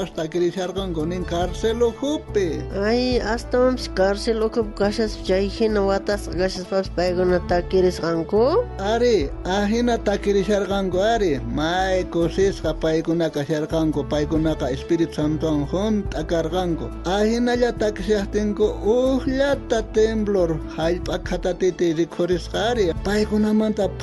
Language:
South Bolivian Quechua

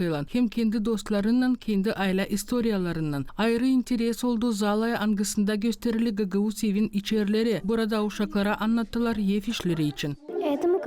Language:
Gagauz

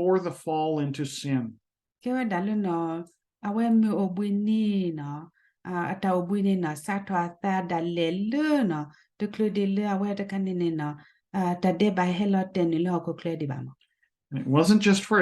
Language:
S'gaw Karen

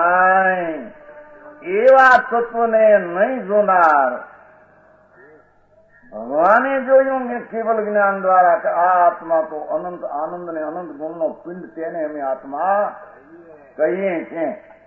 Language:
Gujarati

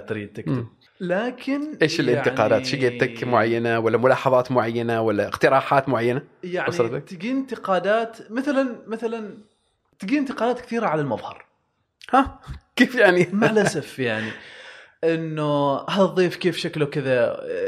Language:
Gulf Arabic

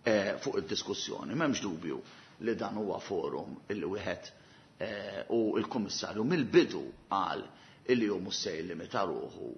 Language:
Maltese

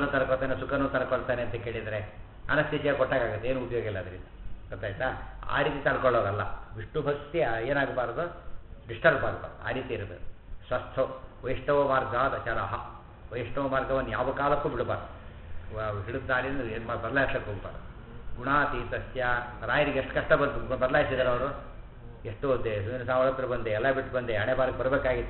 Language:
Kannada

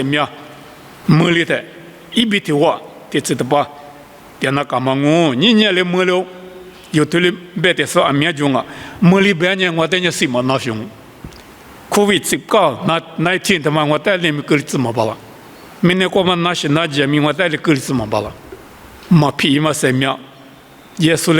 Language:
Lisu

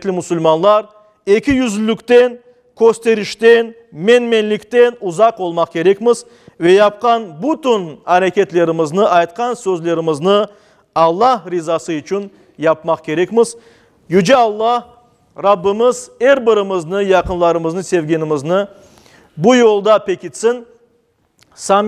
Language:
Crimean Tatar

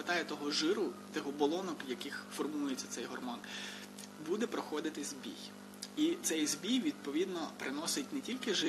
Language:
Ukrainian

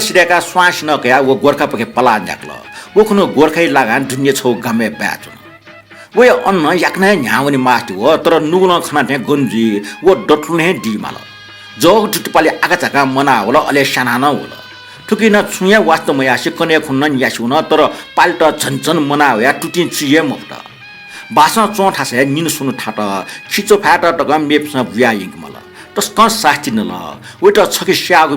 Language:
Newari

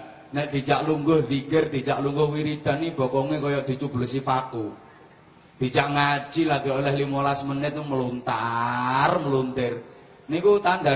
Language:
Javanese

